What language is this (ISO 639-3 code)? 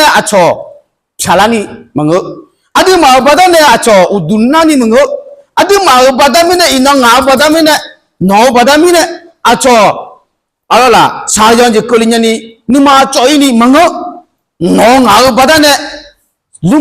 ahk